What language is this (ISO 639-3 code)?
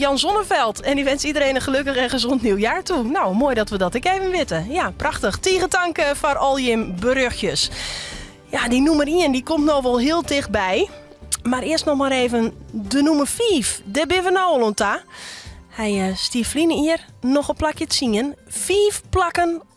fry